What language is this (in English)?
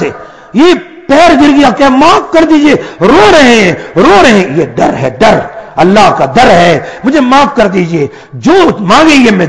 Urdu